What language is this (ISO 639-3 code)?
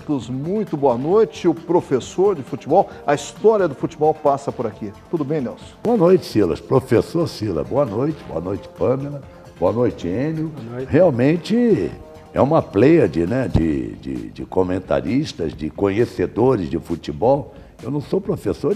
por